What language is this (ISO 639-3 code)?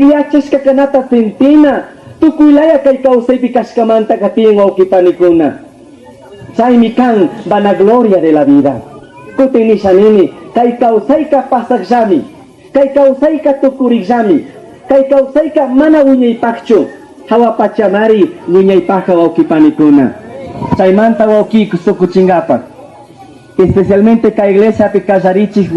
qug